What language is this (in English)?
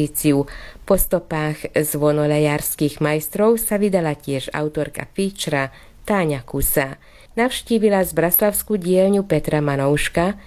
Slovak